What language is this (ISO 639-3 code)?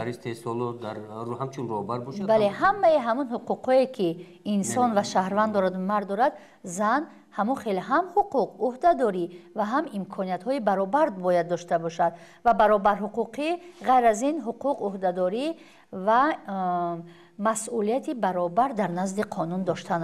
tgk